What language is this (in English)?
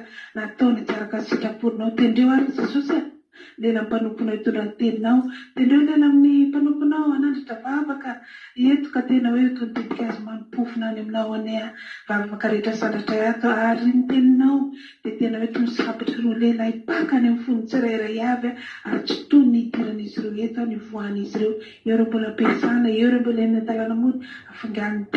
Malagasy